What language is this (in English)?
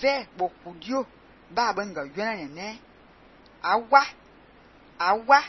Fang